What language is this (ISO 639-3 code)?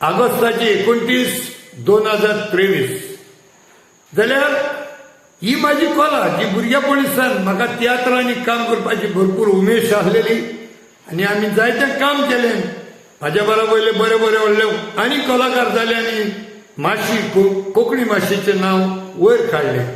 kok